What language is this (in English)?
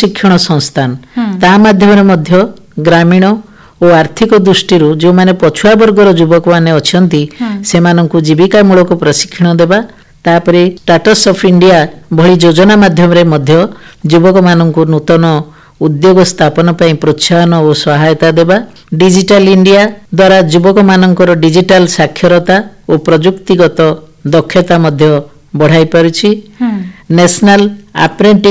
Odia